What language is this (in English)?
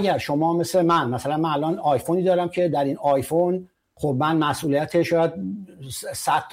Persian